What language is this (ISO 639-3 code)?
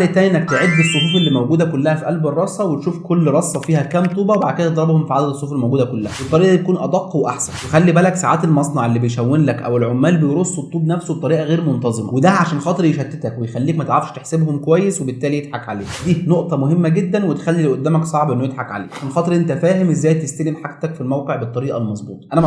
arz